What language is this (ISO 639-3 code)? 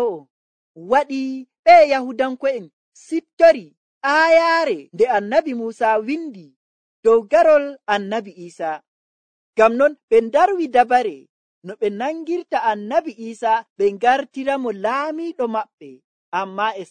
fuv